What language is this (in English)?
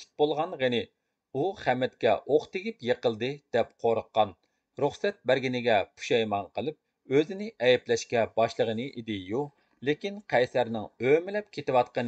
Uyghur